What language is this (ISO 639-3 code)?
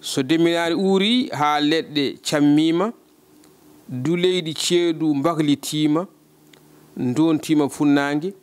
ful